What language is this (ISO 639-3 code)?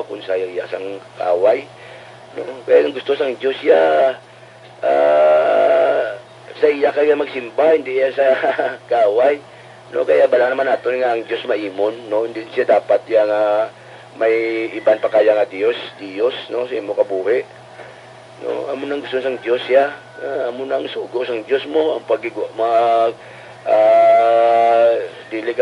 hil